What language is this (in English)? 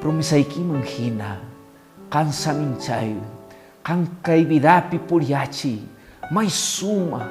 Quechua